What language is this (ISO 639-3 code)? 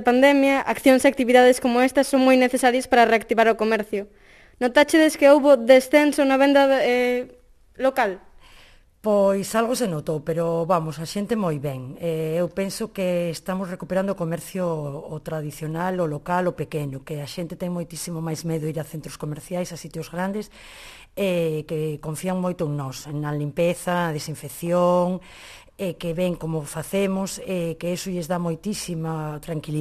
glg